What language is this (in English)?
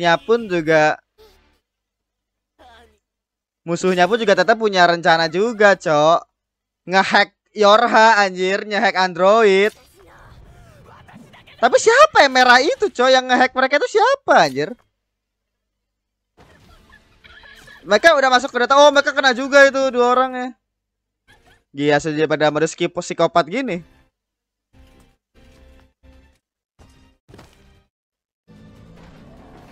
Indonesian